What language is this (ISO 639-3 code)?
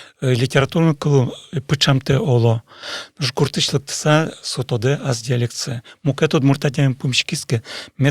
udm